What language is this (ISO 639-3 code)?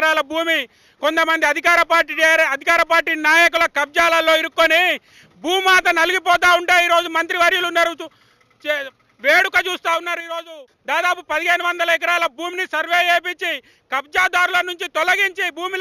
tel